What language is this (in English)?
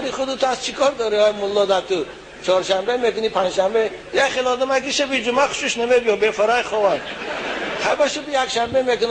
Tajik